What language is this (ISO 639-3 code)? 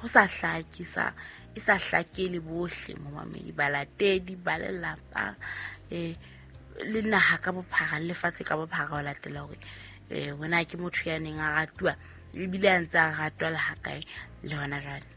sot